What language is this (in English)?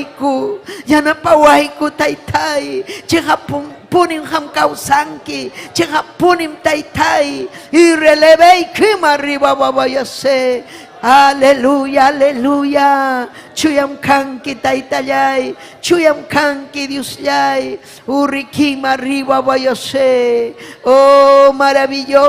Ayacucho Quechua